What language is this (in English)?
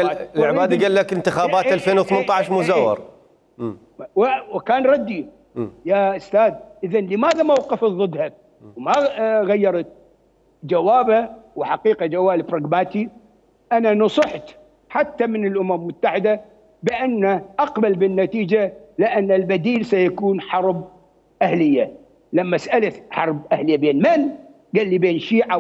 Mesopotamian Arabic